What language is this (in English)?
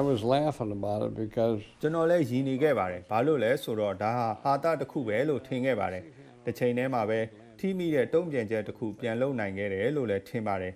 Burmese